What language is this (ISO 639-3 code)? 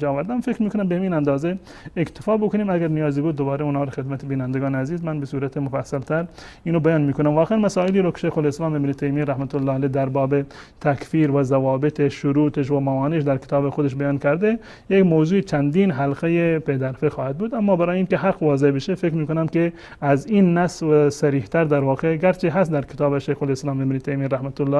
fas